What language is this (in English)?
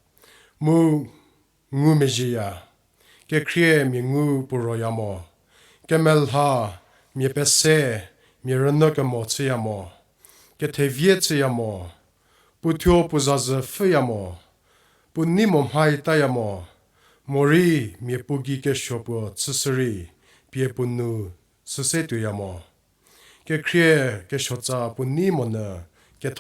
Angami Naga